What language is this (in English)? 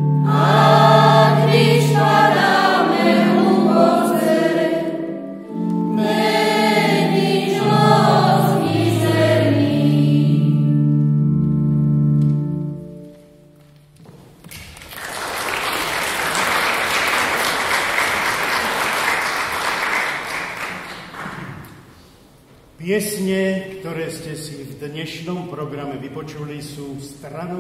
Slovak